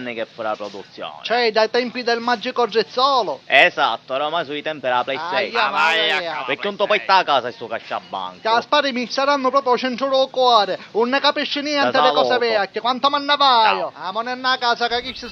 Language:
Sicilian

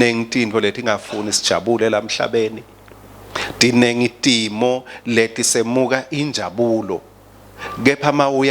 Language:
Swati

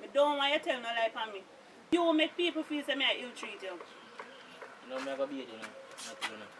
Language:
Jamaican Creole English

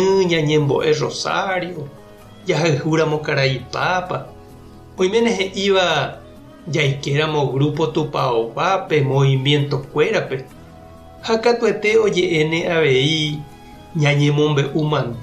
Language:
Guarani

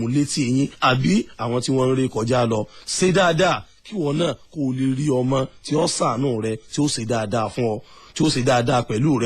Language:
Yoruba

